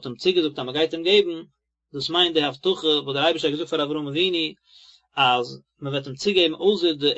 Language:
Yiddish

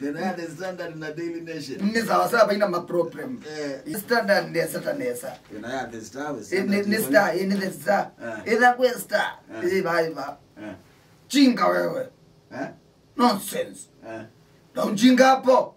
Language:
Kamba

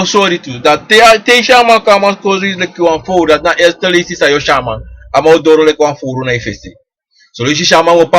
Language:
Sranan Tongo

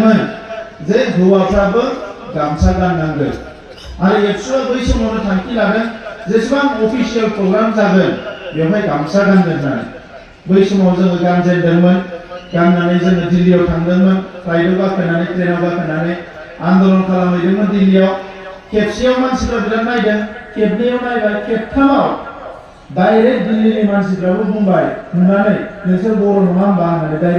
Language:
Bodo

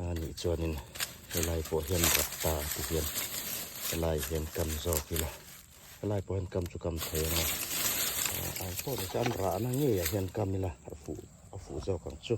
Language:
Hmar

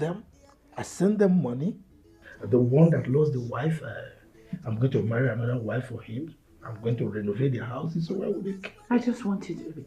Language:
Nigerian Pidgin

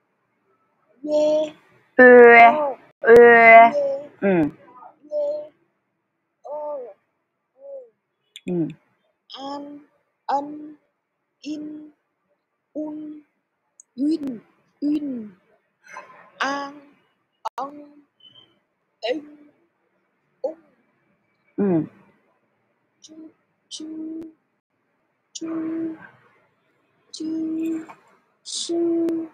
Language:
Vietnamese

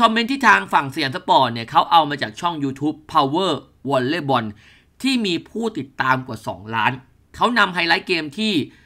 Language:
Thai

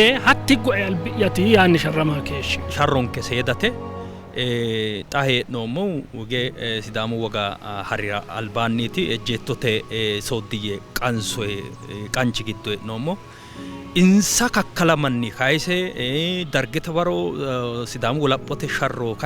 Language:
Sidamo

